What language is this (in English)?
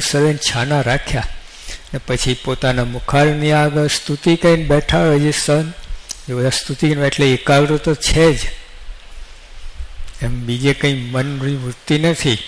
Gujarati